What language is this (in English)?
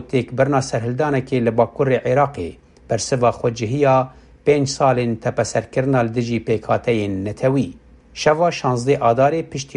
Kurdish